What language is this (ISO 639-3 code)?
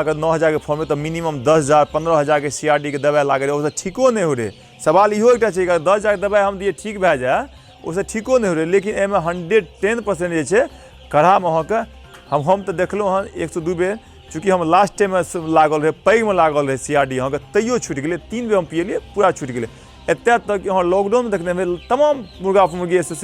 mai